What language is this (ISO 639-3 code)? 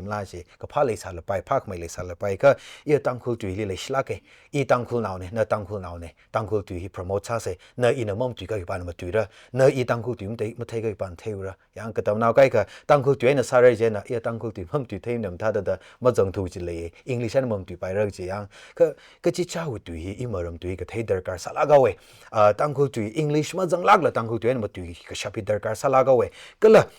nmf